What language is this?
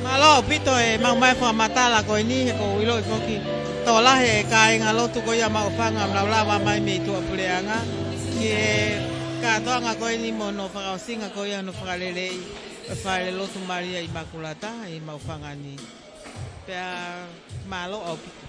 Tongan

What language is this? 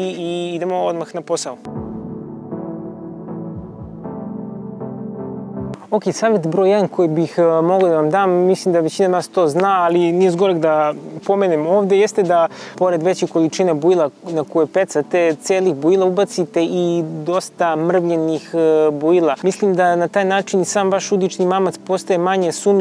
Serbian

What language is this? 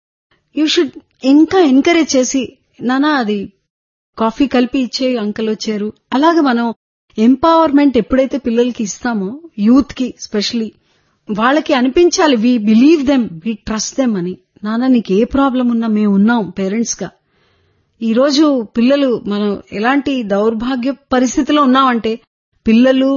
Telugu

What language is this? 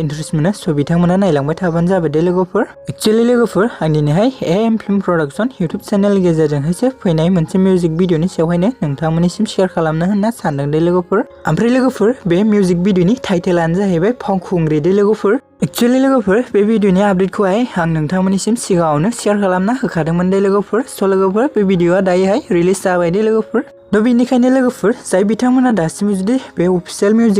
Bodo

